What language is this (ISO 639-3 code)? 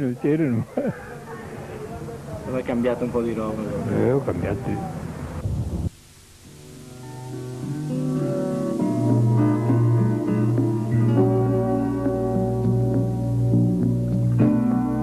ita